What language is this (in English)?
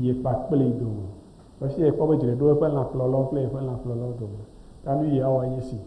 Ewe